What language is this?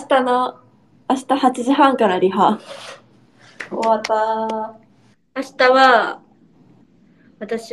Japanese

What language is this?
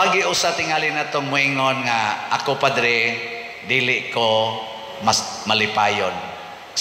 Cebuano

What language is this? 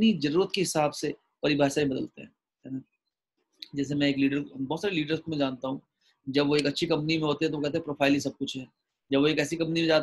Hindi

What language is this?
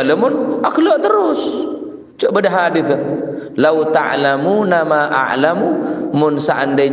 Madurese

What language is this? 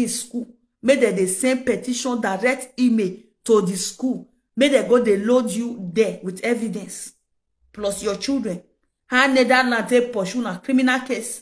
Nigerian Pidgin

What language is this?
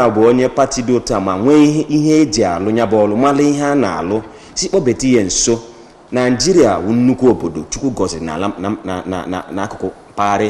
Igbo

